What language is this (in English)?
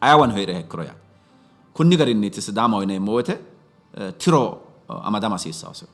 Sidamo